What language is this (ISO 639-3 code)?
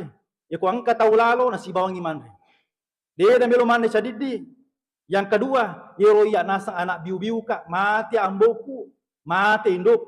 bug